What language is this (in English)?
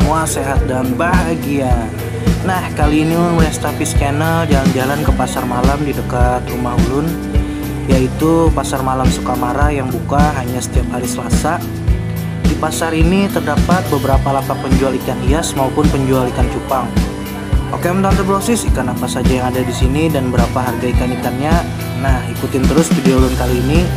Banjar